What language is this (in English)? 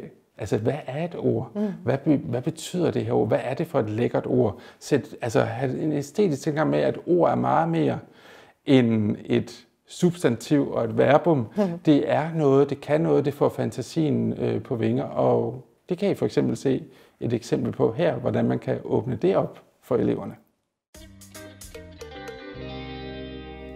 Danish